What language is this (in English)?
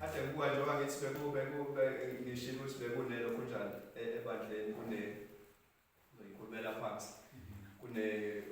Zulu